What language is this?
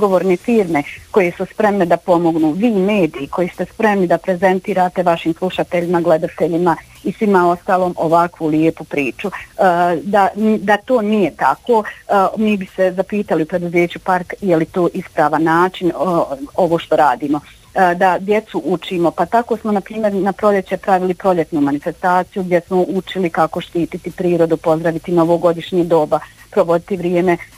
Bosnian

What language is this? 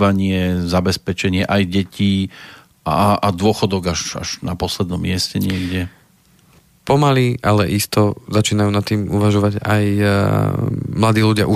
Slovak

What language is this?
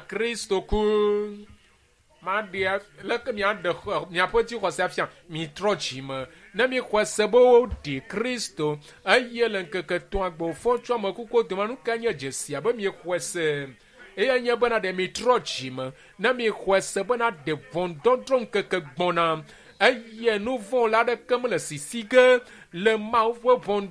Ewe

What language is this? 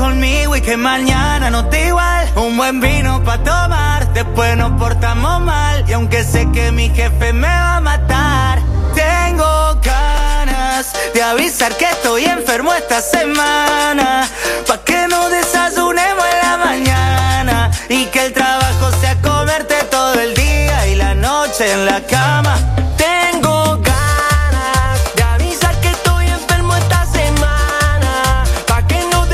Spanish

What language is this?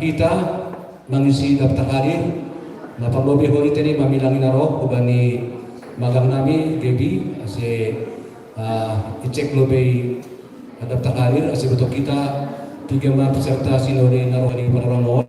Batak Simalungun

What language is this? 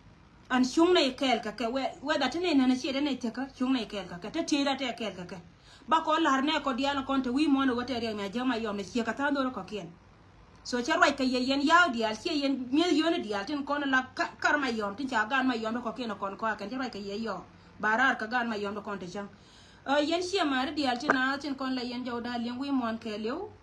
Nuer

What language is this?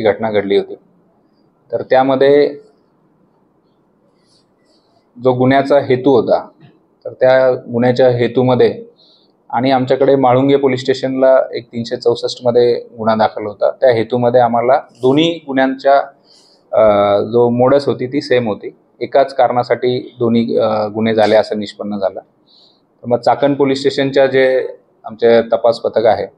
Marathi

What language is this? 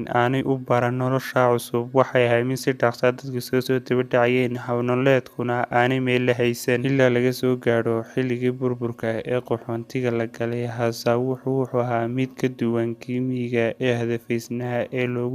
Somali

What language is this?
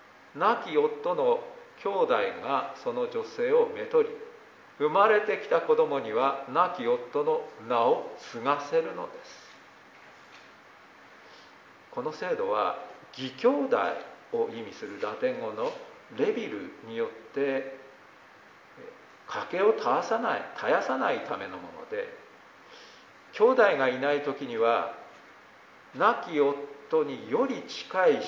Japanese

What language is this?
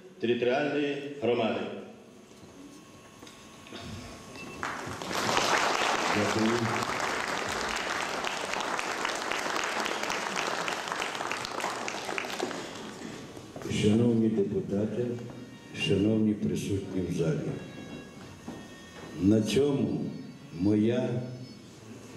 Ukrainian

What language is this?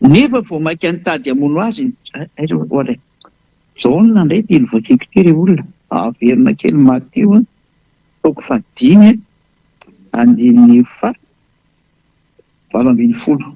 Malagasy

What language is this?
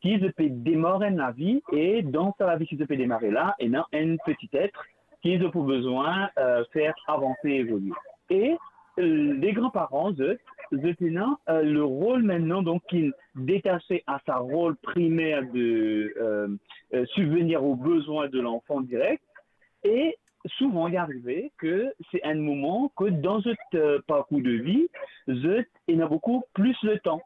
Morisyen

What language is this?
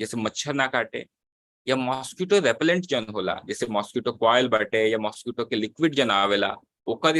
Bhojpuri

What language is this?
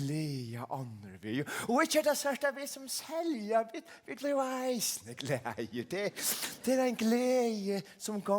Faroese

